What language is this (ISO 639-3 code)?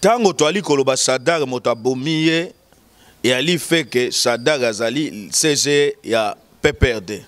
lin